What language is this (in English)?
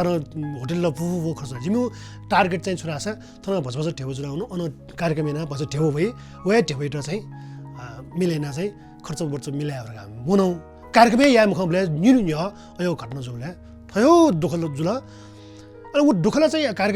Newari